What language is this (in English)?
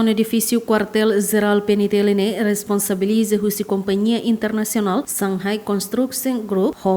Tetum